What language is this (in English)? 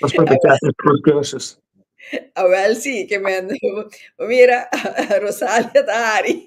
Papiamento